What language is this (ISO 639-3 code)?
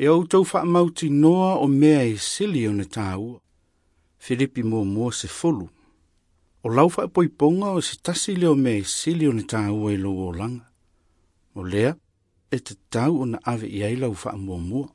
smo